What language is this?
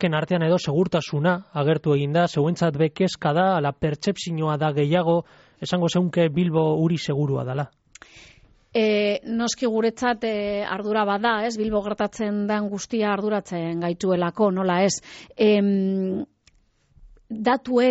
Basque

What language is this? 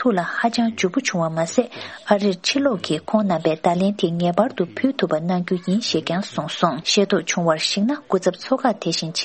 Tibetan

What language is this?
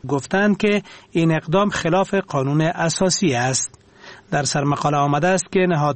Persian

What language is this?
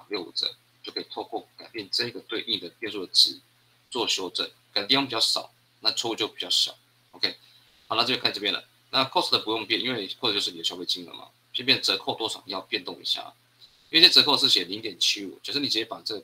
Chinese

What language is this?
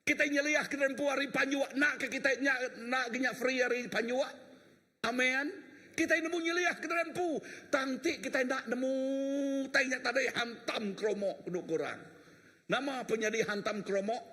Iban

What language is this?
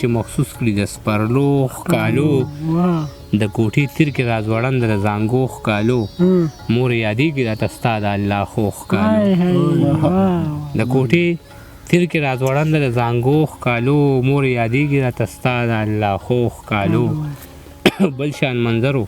Pashto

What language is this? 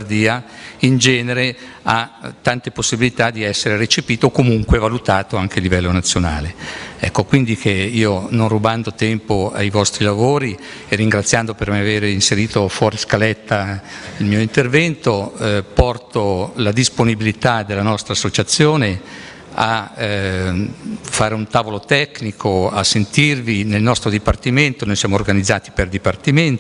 Italian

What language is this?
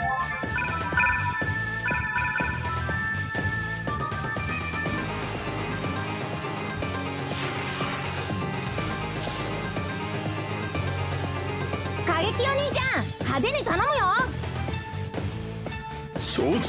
Japanese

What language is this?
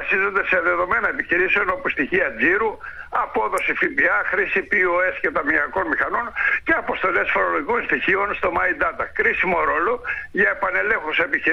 Greek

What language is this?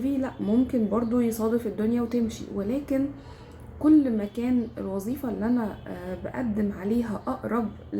Egyptian Arabic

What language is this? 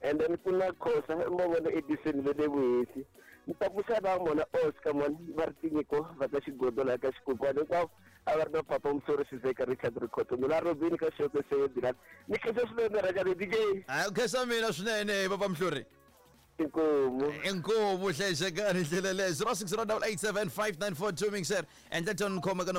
Tsonga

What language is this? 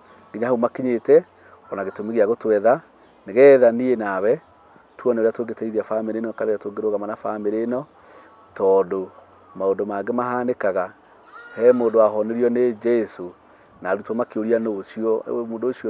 Kikuyu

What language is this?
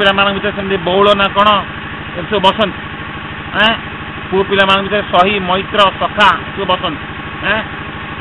Odia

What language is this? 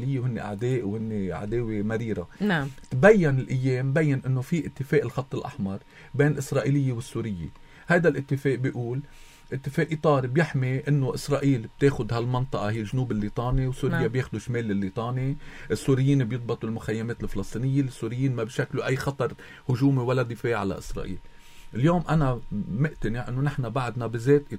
North Levantine Arabic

